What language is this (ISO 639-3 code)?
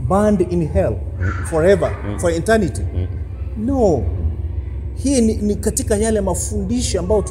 swa